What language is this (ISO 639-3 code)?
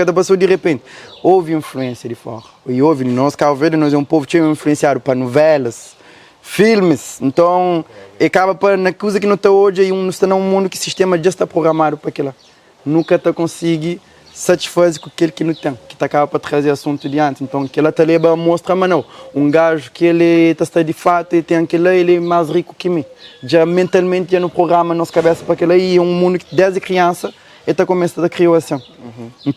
kea